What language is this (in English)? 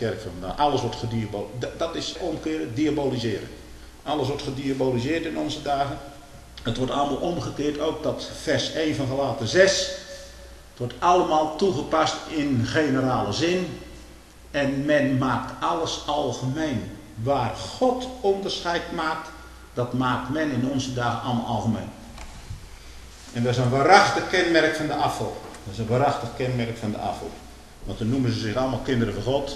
Dutch